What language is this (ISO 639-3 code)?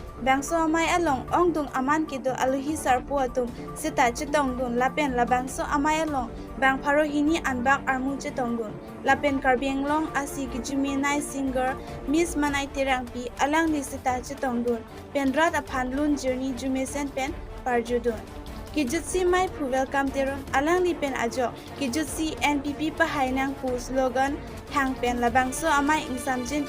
mjw